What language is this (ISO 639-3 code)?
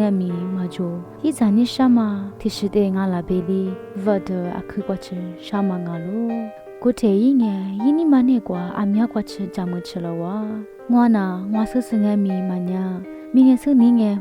lis